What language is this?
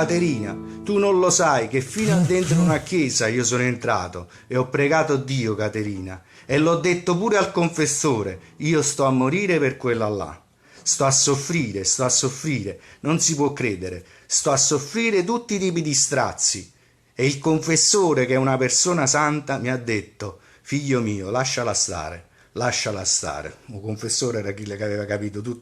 Neapolitan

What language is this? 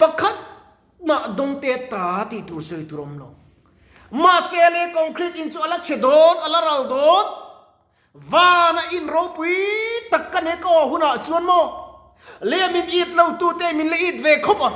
Mizo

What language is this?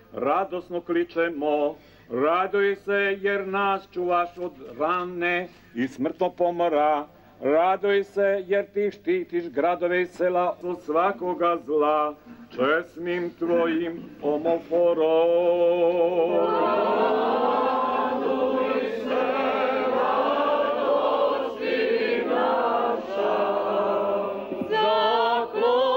Serbian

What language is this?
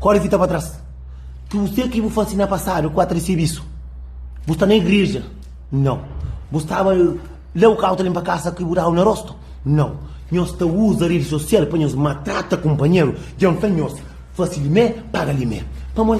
Kabuverdianu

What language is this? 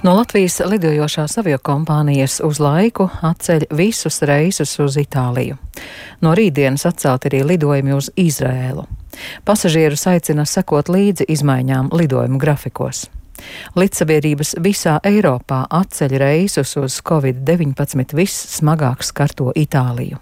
Latvian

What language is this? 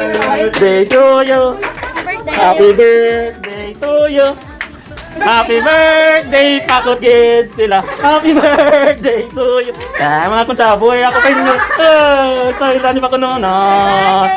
Hiligaynon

